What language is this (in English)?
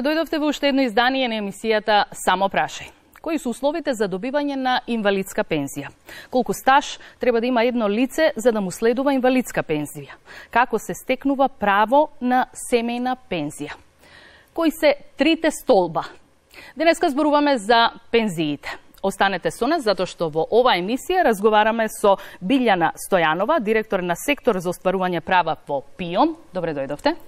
Macedonian